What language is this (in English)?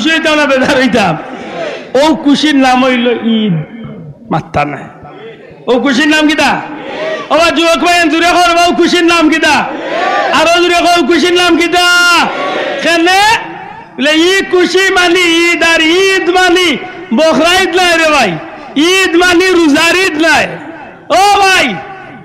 Sylheti